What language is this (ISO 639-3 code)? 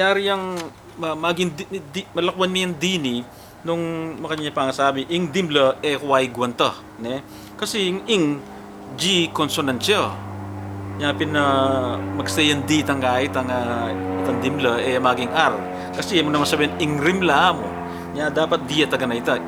pam